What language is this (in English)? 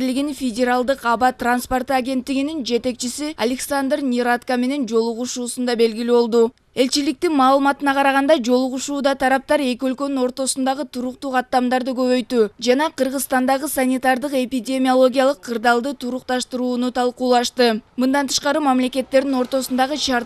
Kyrgyz